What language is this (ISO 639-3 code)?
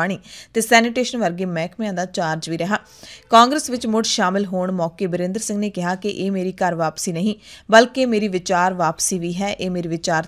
pan